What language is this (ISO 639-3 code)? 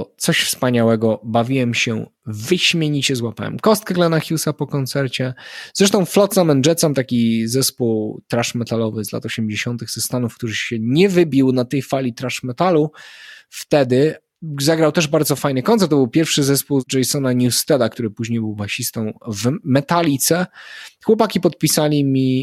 pol